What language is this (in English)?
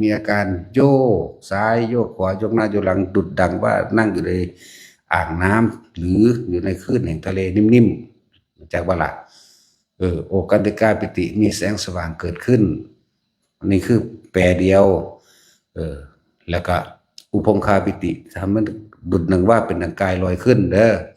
Northeastern Thai